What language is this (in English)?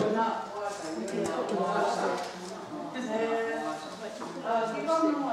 Mohawk